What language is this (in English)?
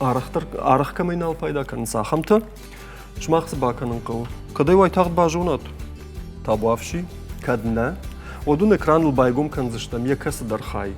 Ossetic